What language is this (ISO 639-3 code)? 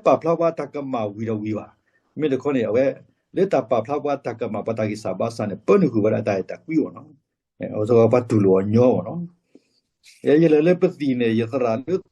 ksw